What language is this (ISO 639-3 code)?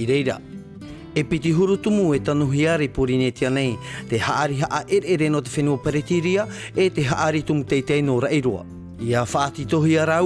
tah